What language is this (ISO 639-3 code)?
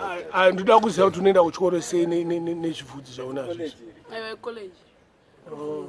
sna